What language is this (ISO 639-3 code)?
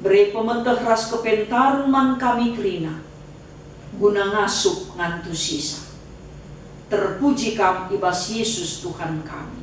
btx